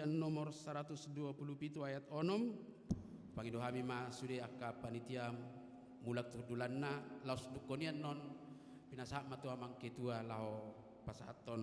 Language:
Batak Toba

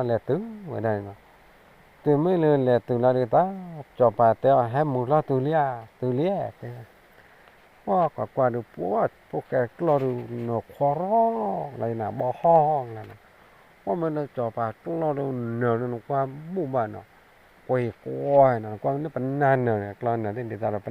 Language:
S'gaw Karen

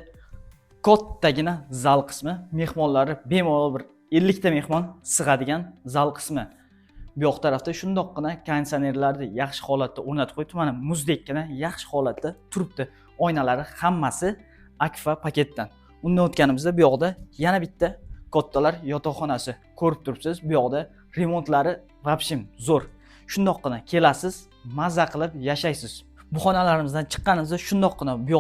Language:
Uzbek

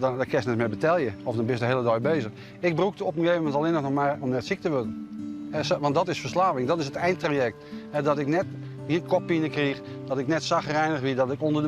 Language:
Western Frisian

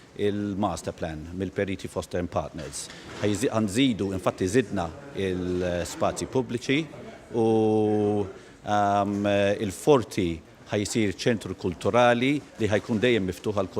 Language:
Maltese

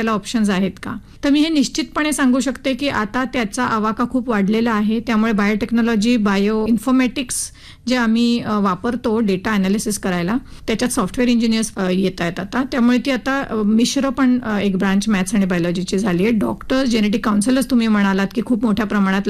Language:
Marathi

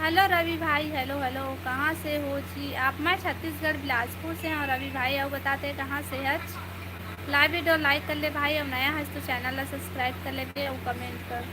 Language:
Chhattisgarhi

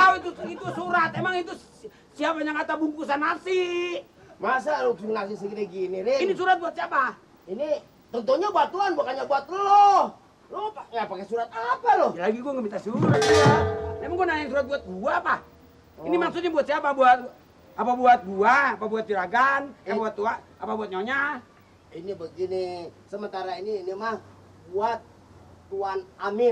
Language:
Betawi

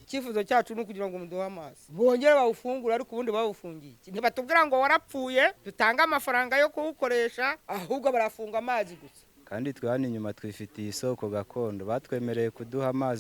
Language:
Kinyarwanda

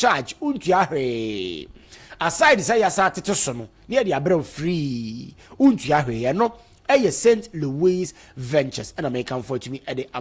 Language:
Akan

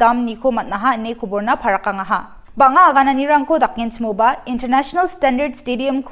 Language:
Garo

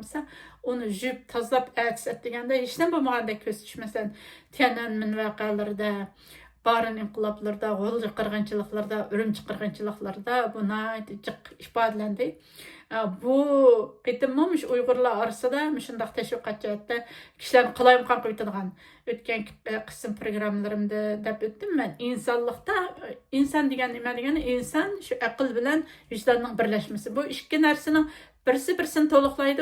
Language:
Uyghur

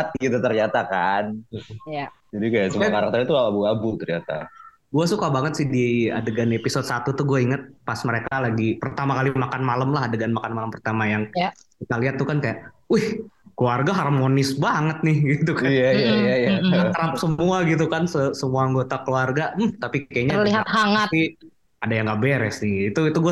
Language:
Indonesian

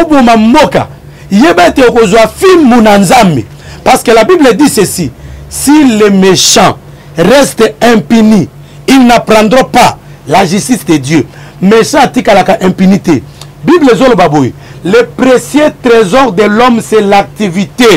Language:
Lingala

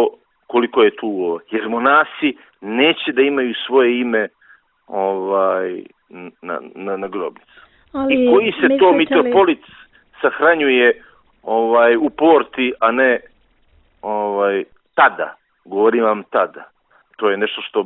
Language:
Serbian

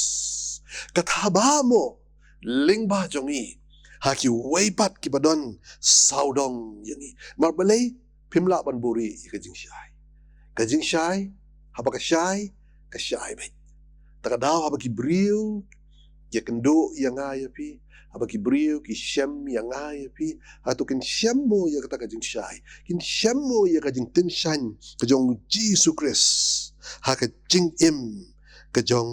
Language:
Khasi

